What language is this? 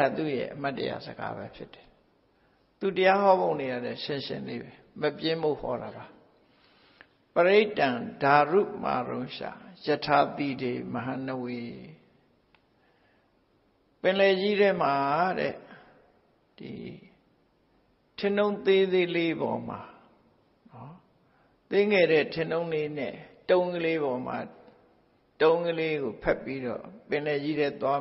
Burmese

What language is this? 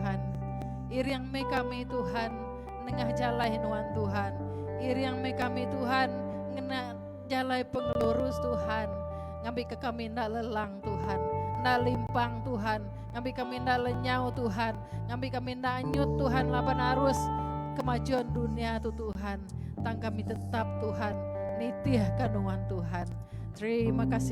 Iban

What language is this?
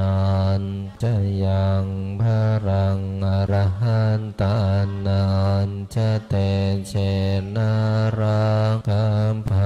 Pali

